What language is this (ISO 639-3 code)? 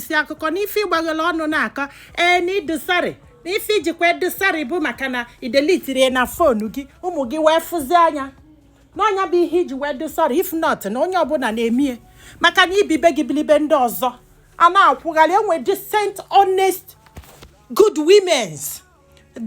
ibo